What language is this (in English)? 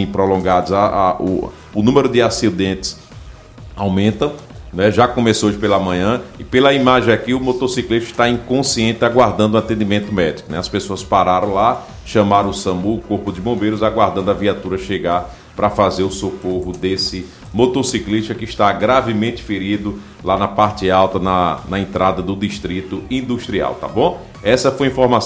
Portuguese